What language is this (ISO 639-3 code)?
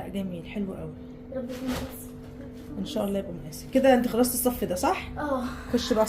arz